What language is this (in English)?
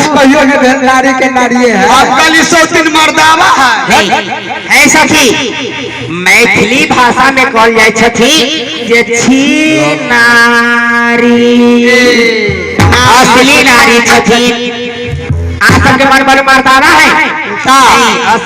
Maithili